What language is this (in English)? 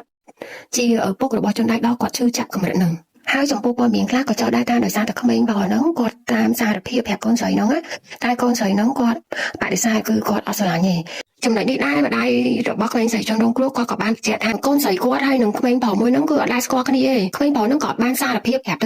Khmer